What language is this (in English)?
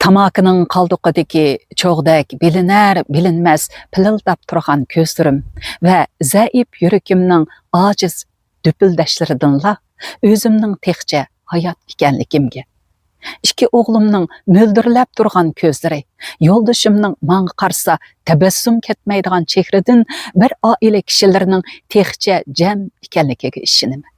Uyghur